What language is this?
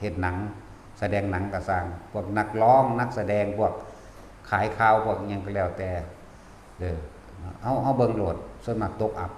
Northeastern Thai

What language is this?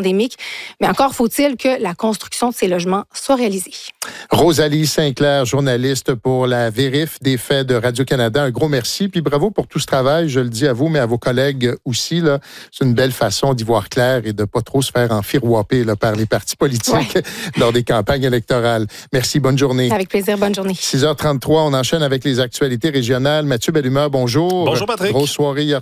French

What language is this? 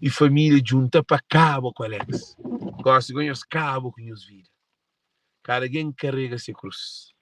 Kabuverdianu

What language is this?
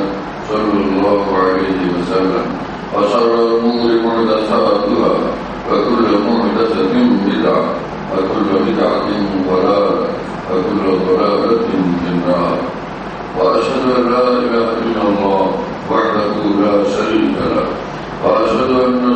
Bangla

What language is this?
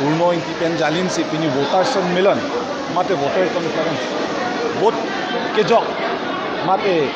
Karbi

